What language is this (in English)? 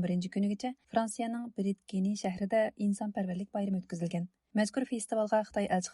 Uyghur